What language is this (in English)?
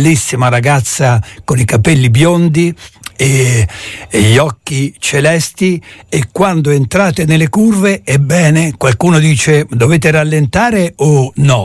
Italian